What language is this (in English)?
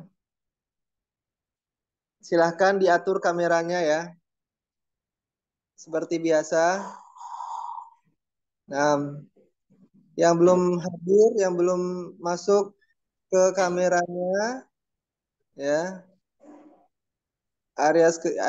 Indonesian